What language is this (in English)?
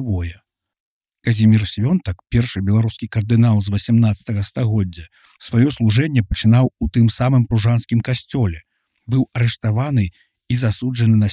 Belarusian